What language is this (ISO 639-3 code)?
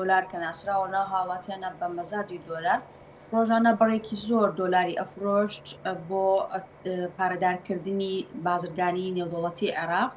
ckb